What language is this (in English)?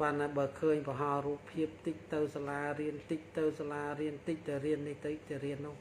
Khmer